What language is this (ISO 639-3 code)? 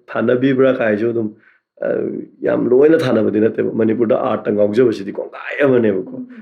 mni